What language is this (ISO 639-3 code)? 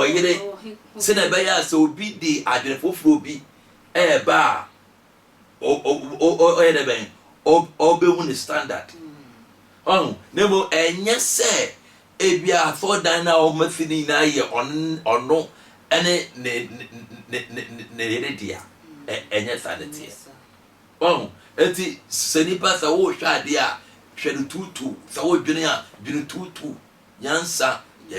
aka